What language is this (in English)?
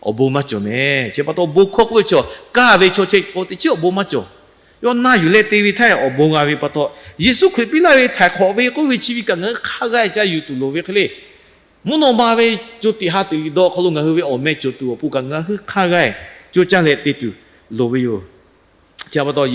Lahu